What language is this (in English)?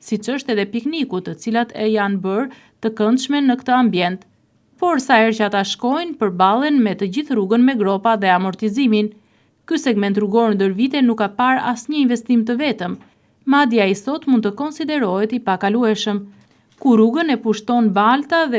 Albanian